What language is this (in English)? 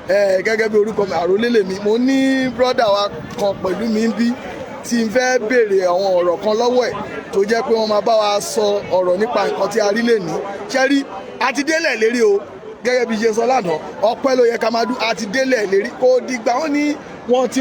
Yoruba